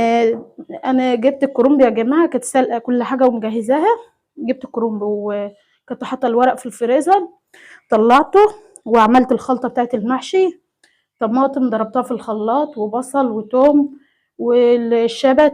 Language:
Egyptian Arabic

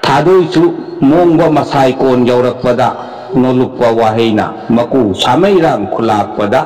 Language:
Manipuri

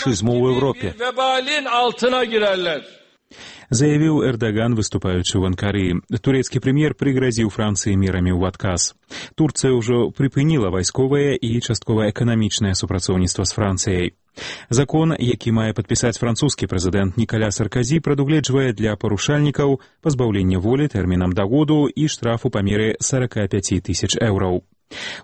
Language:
Belarusian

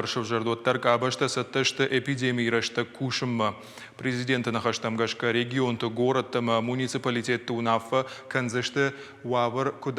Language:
Ossetic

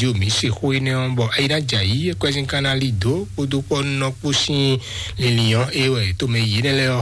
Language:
Fon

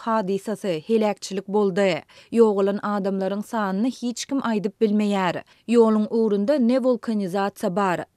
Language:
Turkmen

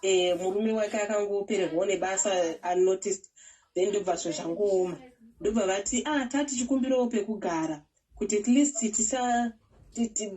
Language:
Shona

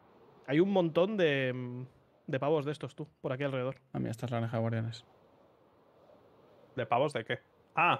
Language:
Spanish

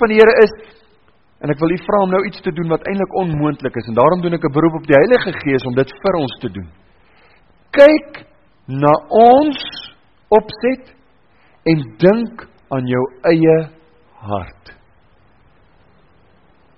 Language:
Afrikaans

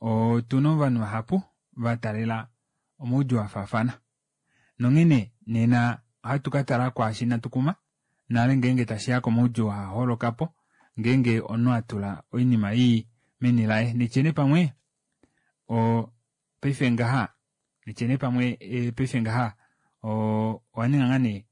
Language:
Kuanyama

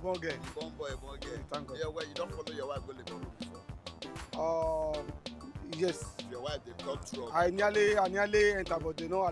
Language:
Nigerian Pidgin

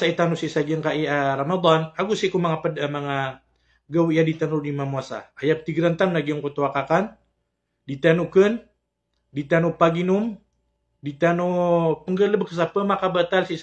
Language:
Maranao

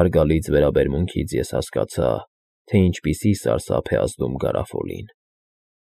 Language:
Armenian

